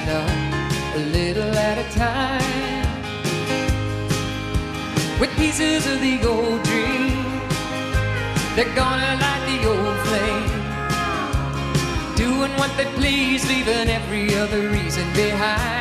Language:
English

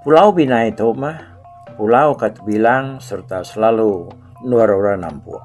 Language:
Iban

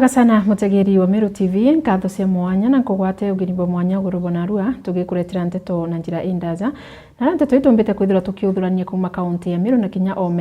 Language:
Meru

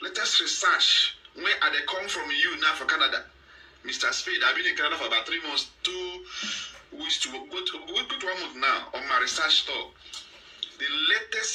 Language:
Nigerian Pidgin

